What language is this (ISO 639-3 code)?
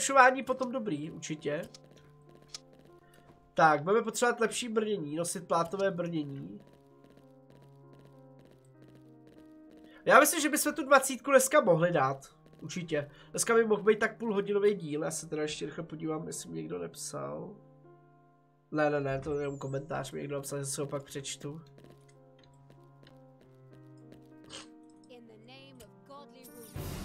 ces